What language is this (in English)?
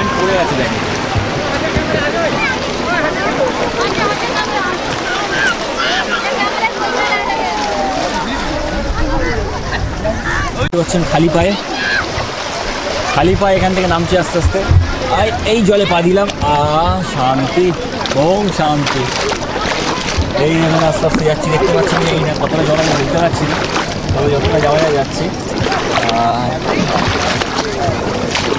Bangla